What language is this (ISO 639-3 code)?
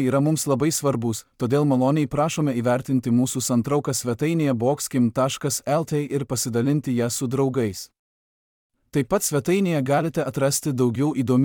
lit